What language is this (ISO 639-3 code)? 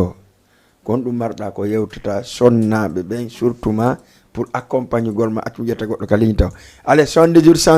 ful